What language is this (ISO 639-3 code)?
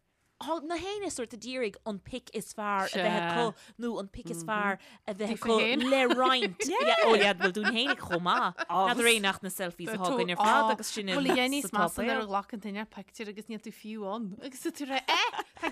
gle